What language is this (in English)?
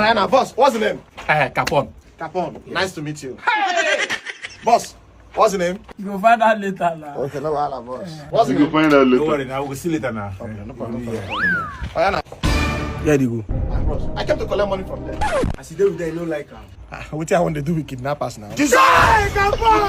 Nigerian Pidgin